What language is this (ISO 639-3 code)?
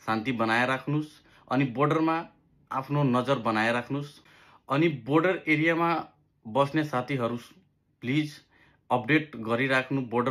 nep